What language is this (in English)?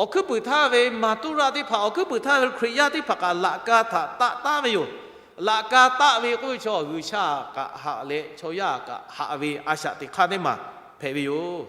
Lahu